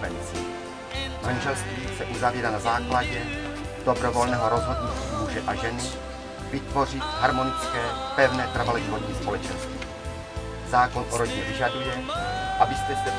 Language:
Czech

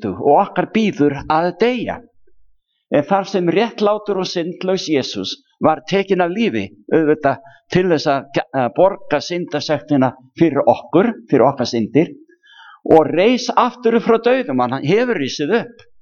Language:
Icelandic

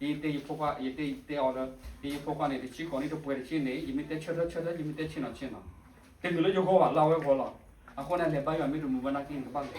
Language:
S'gaw Karen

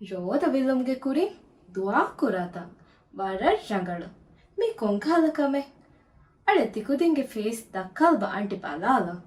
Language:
Divehi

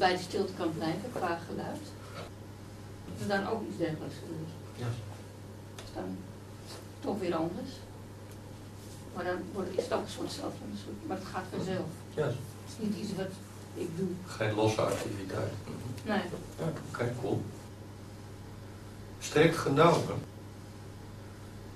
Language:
Dutch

